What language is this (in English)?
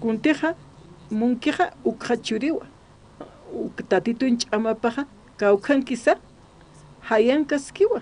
Aymara